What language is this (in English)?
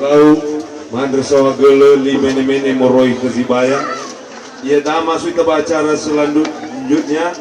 Nias